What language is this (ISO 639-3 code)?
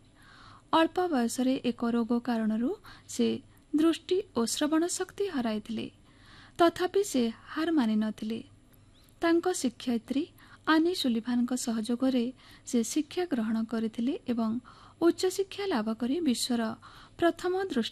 ori